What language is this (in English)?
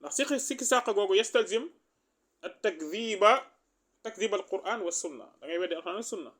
Wolof